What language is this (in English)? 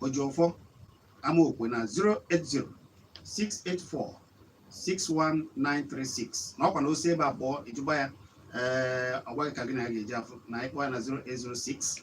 Igbo